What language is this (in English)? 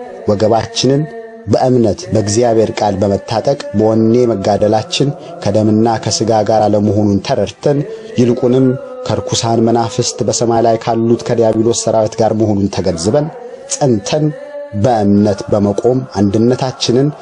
Amharic